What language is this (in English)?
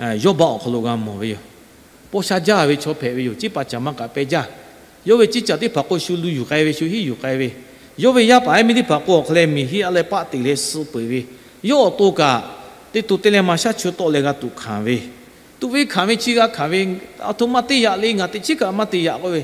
Lahu